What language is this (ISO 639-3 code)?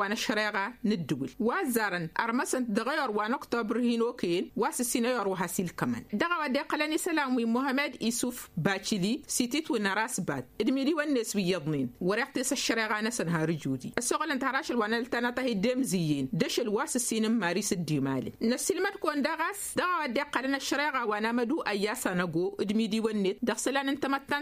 taq